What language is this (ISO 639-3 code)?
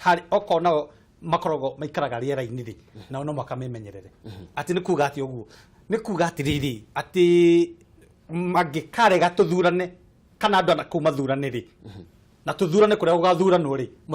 kik